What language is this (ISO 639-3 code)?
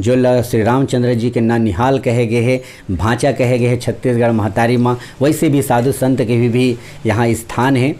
hne